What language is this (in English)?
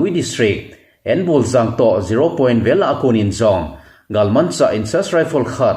Thado Chin